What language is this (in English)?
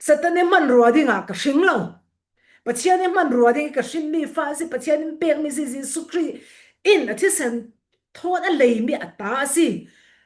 Falam Chin